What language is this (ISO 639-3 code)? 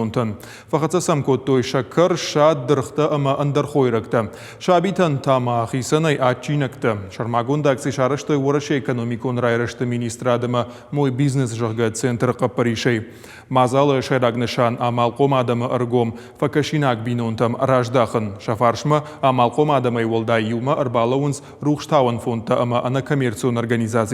oss